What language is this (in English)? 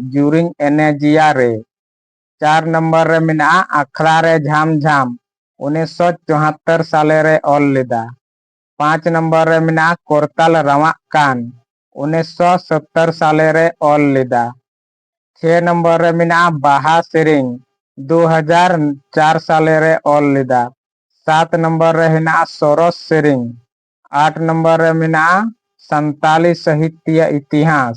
Santali